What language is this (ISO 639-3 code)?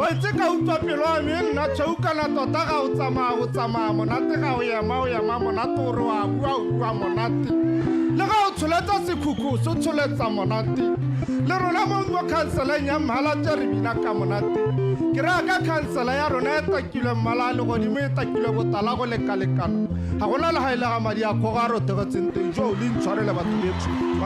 tsn